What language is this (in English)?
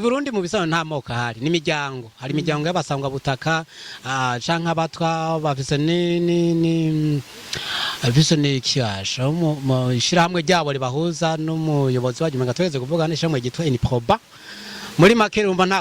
Rundi